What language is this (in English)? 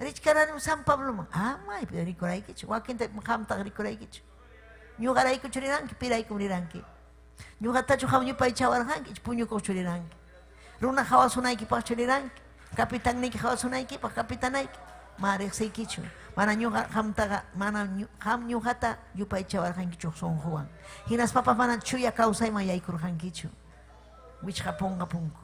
Ayacucho Quechua